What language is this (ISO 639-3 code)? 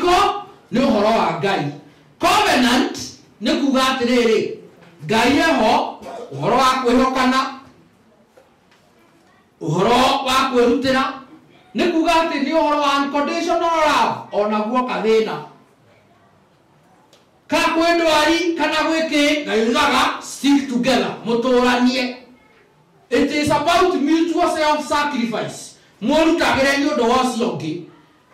kik